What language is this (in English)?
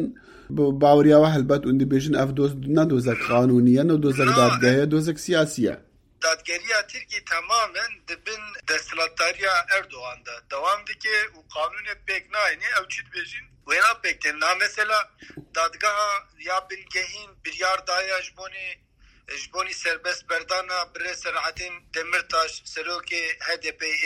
Kurdish